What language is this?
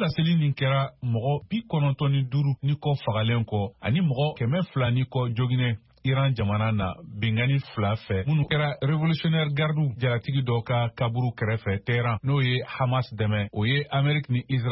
Bambara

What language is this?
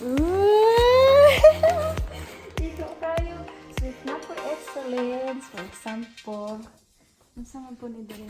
Cebuano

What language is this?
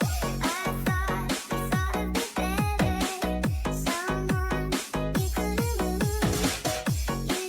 Hiligaynon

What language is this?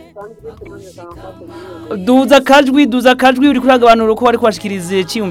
Rundi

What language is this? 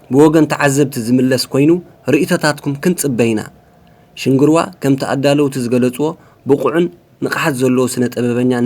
Tigrinya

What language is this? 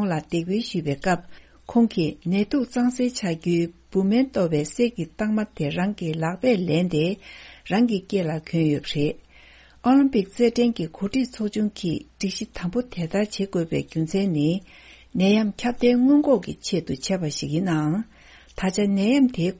Tibetan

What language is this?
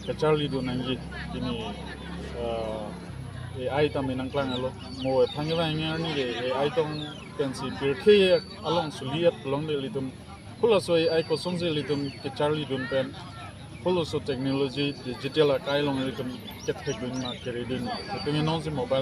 Karbi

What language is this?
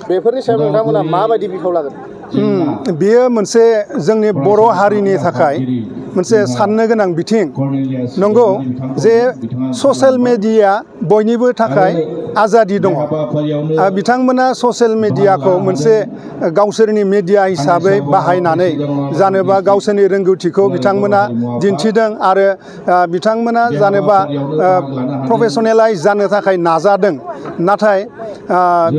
Bodo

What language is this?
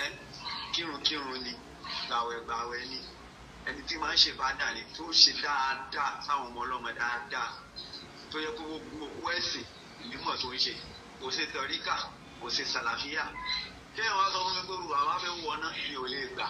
Yoruba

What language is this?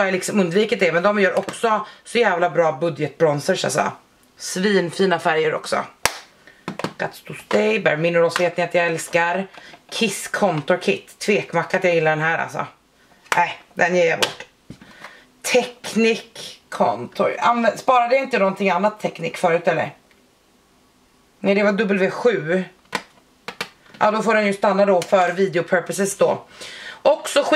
Swedish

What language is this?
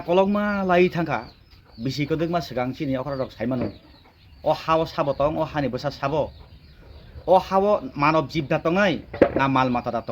Kok Borok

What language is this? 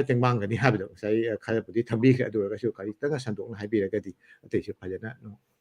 Manipuri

